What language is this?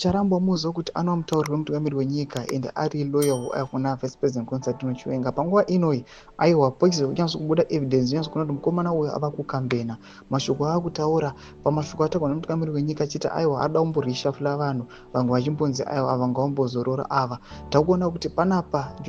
Shona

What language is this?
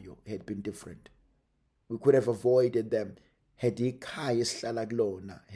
Zulu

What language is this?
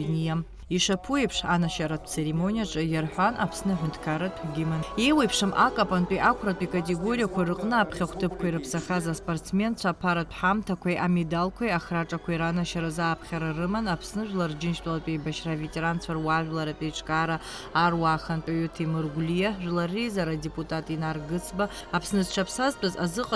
Abkhazian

